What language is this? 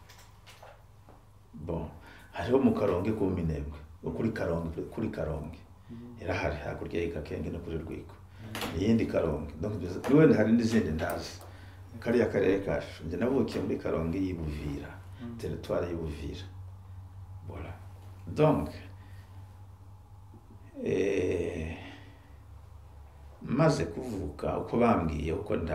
Kinyarwanda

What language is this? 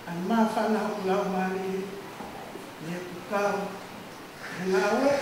Tongan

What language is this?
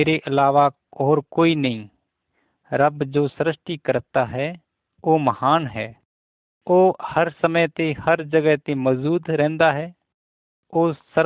Punjabi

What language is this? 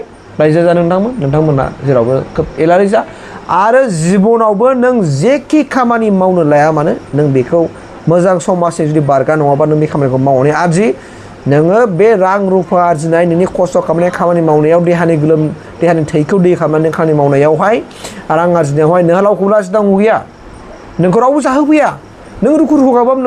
Bodo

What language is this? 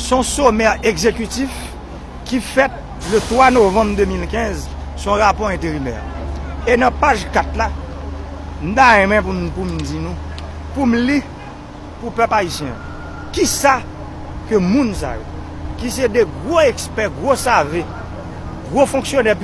Haitian Creole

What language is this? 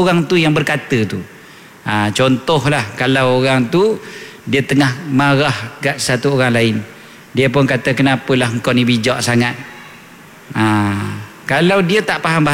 Malay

